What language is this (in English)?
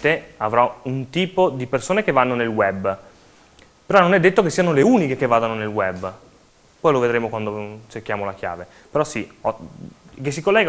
Italian